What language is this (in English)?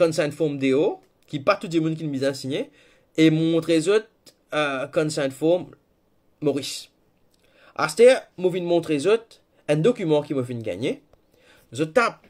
Morisyen